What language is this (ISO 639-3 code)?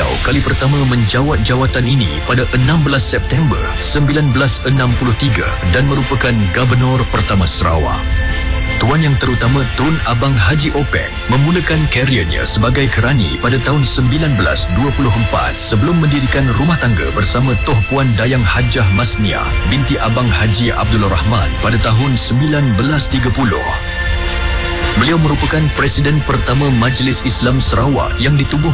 msa